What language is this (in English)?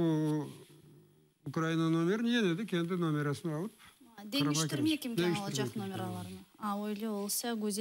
Crimean Tatar